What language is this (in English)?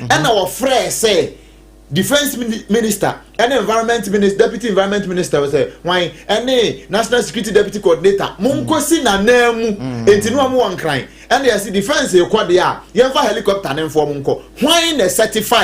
Akan